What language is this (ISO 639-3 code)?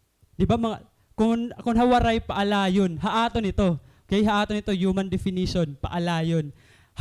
war